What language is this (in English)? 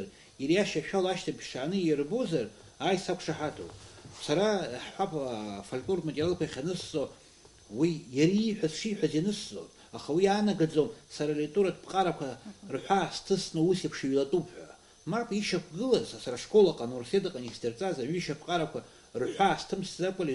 Abkhazian